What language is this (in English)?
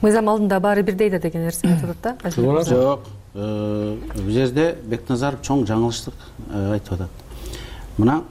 Kyrgyz